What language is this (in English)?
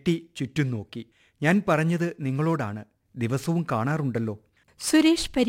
Malayalam